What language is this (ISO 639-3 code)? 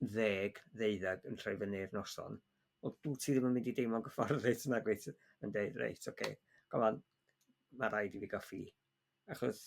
cym